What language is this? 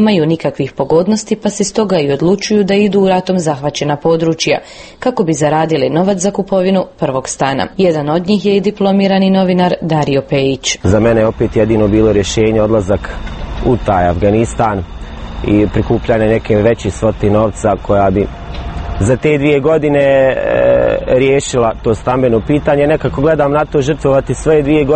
Croatian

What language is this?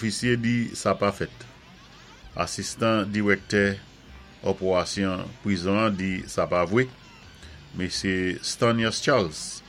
Saint Lucian Creole French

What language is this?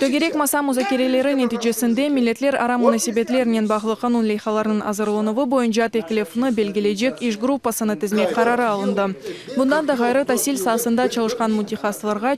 Crimean Tatar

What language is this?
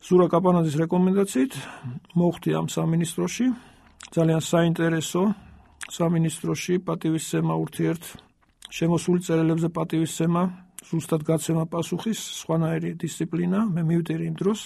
Georgian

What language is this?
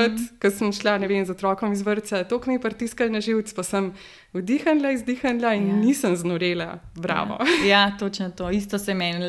Slovenian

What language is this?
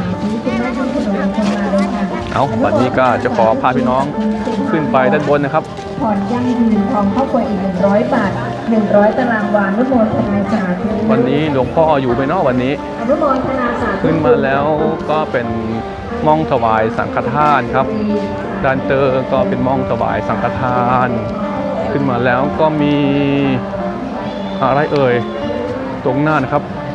Thai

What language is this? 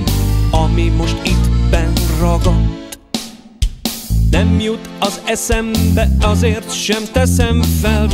Hungarian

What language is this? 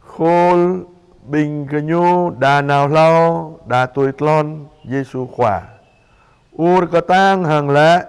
Jarai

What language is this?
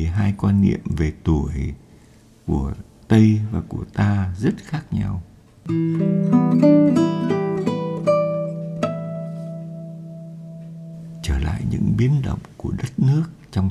Vietnamese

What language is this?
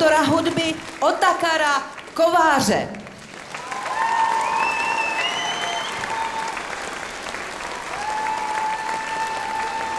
Czech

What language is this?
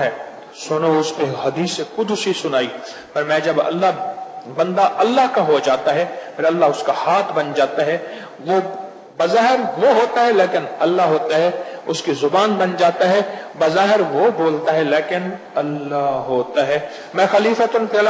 Urdu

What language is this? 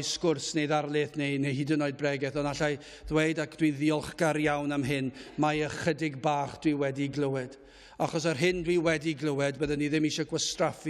Welsh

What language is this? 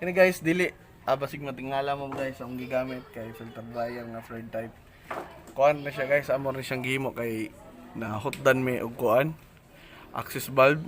Cebuano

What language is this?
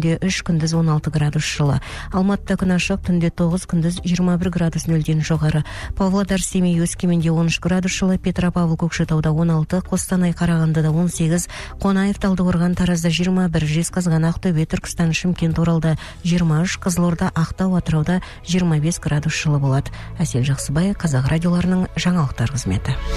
Kazakh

